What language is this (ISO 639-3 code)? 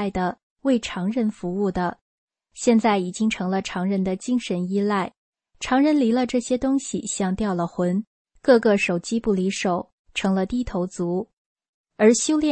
zho